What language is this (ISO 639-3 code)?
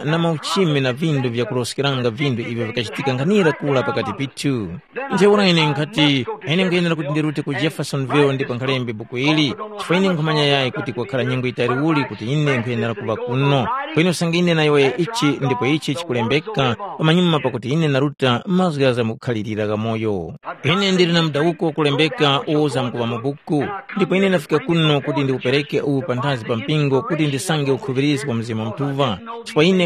tum